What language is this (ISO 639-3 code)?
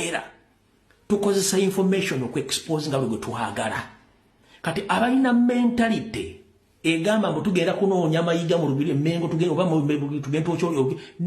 lug